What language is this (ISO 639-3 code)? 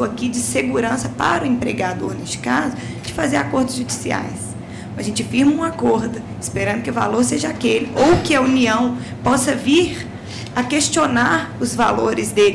por